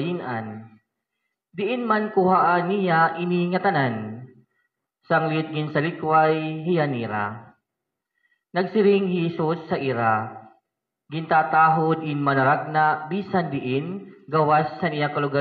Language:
Waray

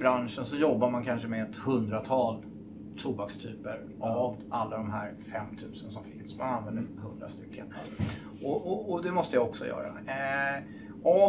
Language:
Swedish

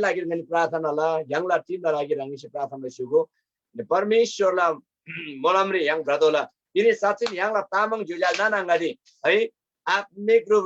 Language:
Eastern Tamang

